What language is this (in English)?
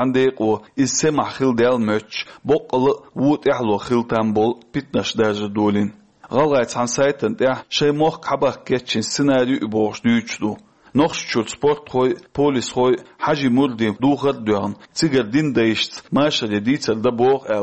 Chechen